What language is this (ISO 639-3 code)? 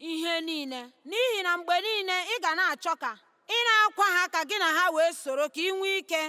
ibo